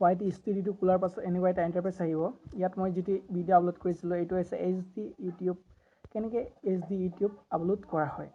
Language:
Assamese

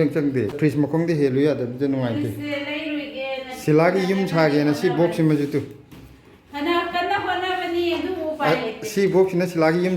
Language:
Manipuri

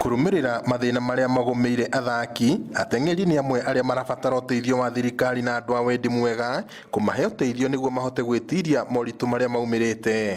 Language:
Kikuyu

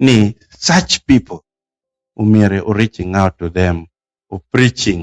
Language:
Acoli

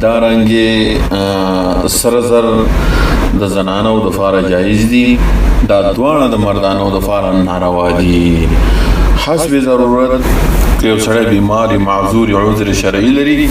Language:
Pashto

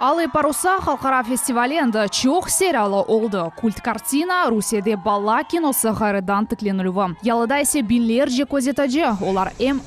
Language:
Crimean Tatar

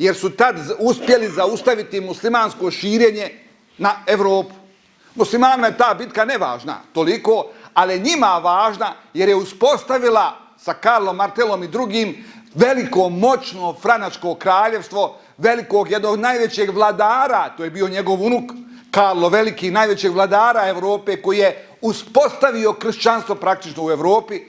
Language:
Bosnian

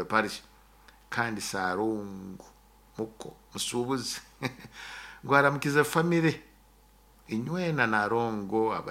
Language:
Nyoro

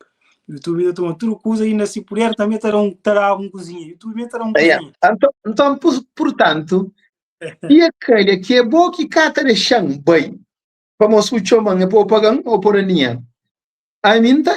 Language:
Kabuverdianu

